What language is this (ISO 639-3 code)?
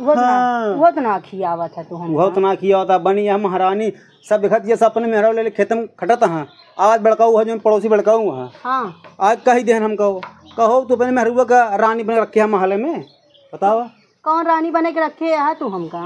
awa